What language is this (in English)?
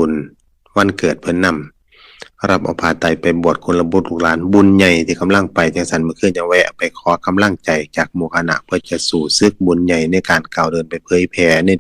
Northeastern Thai